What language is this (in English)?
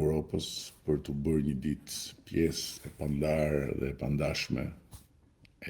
Albanian